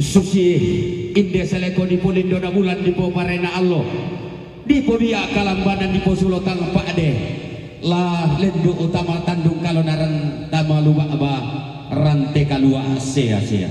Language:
Toraja-Sa'dan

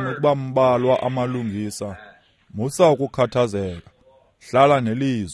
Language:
Xhosa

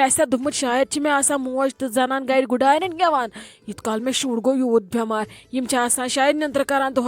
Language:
Kashmiri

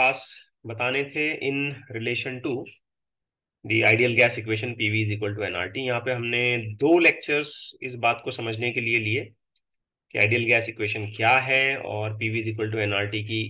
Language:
Hindi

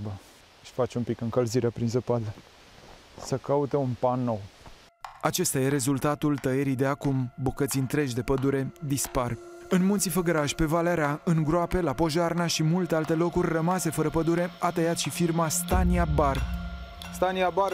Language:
Romanian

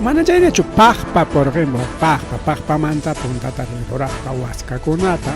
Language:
Ayacucho Quechua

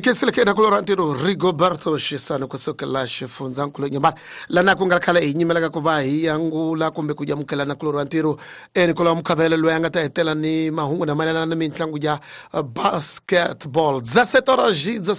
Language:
Tsonga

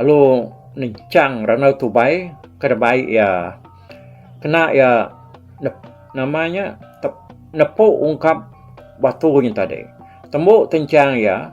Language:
Iban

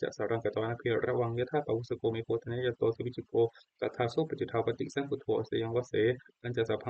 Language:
Pali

